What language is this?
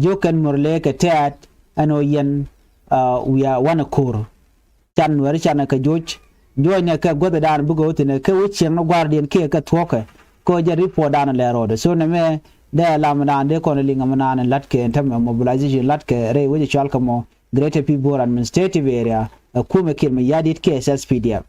Nuer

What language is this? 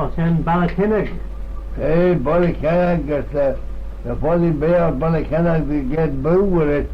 Manx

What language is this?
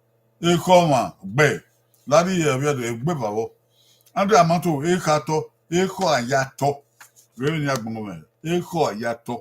Bini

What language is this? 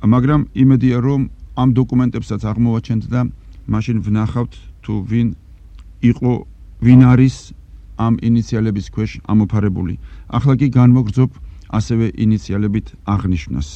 Georgian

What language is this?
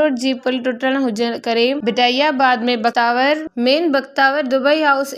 Sindhi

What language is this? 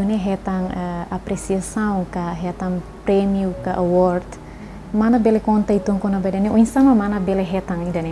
Tetum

